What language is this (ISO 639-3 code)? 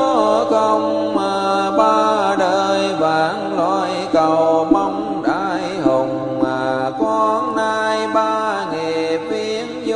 vie